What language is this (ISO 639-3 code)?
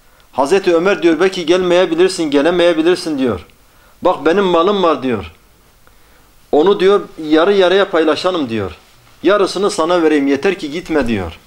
tur